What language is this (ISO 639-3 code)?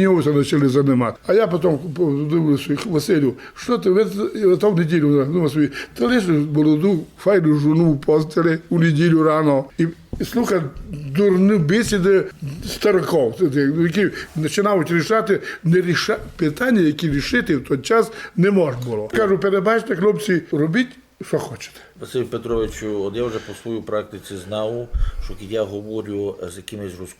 rue